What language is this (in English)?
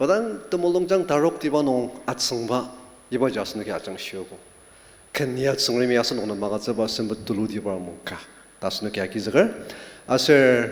Ao Naga